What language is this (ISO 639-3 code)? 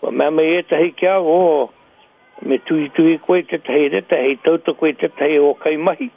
mri